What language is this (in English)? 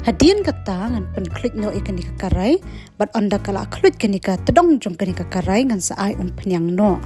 Khasi